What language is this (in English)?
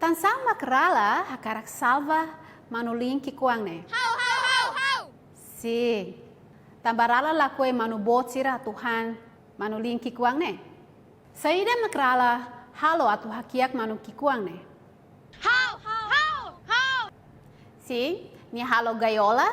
Tetum